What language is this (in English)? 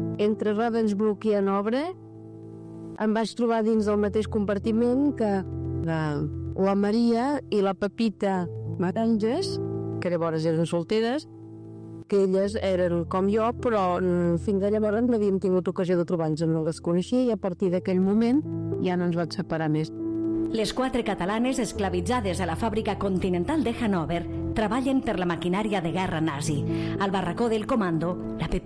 Catalan